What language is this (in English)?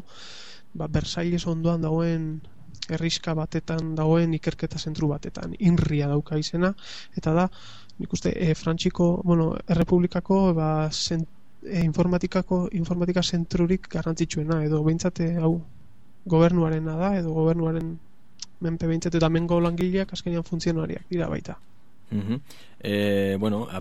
Basque